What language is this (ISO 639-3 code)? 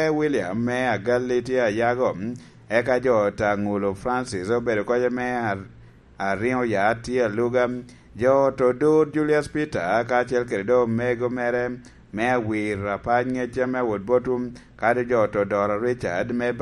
laj